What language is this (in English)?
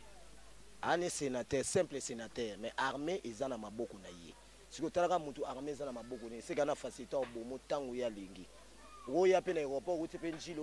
Lingala